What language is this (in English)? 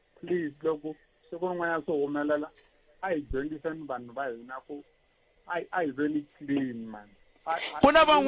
Tsonga